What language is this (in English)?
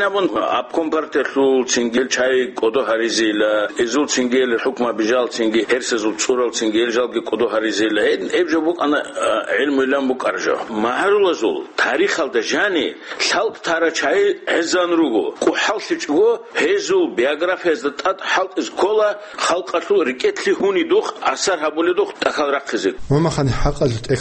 Avaric